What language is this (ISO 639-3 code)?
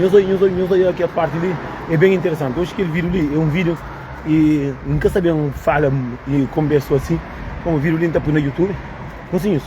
kea